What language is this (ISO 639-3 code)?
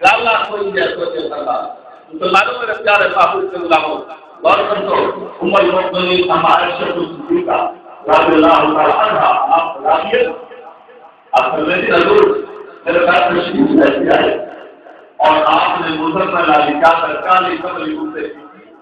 skr